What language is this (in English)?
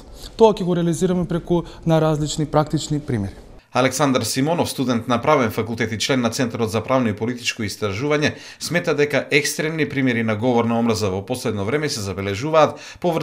Macedonian